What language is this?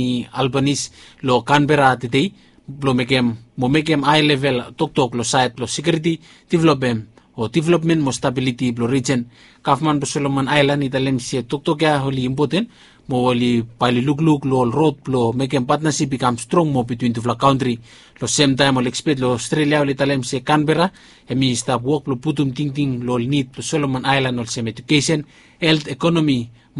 Bislama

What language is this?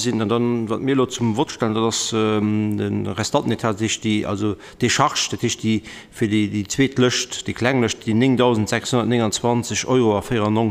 Luxembourgish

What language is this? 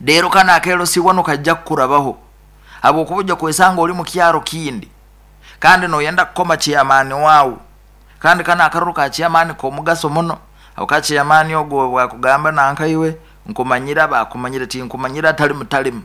Nyoro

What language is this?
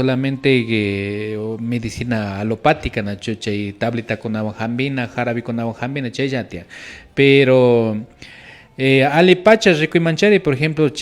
Imbabura Highland Quichua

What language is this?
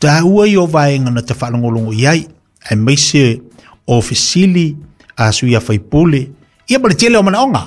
Samoan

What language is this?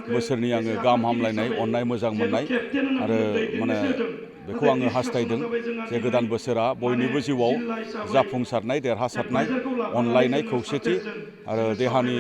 Bodo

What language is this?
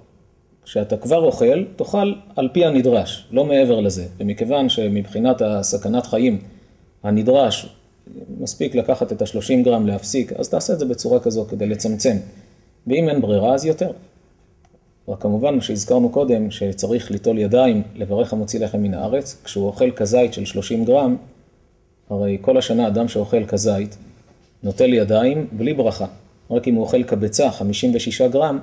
Hebrew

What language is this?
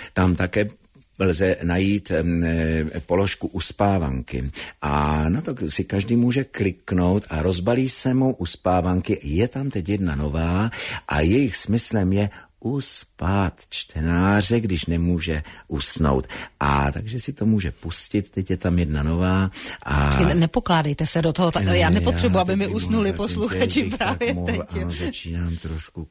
Czech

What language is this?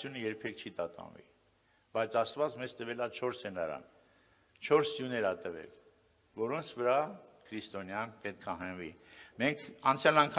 Armenian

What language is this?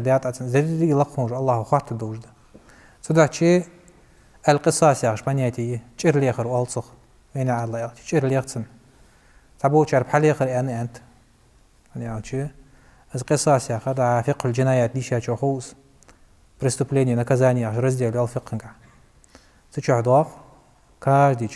Ingush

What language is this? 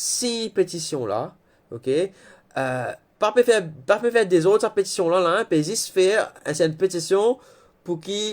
Morisyen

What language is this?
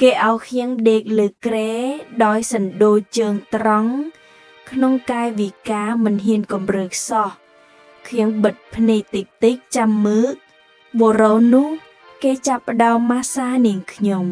Khmer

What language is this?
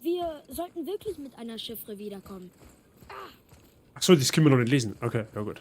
Bavarian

